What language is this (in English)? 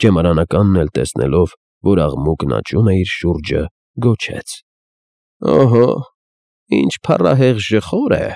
Armenian